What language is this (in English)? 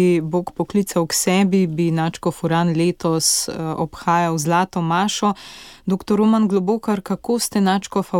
Slovenian